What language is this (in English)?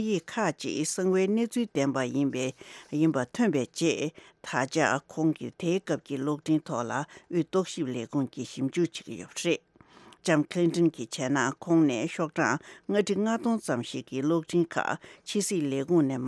Tibetan